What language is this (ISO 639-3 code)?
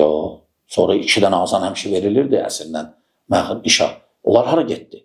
aze